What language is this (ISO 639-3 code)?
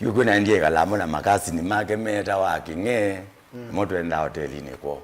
kam